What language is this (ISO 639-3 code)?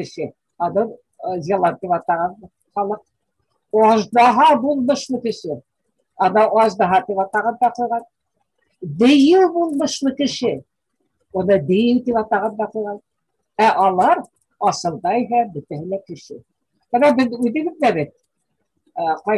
bak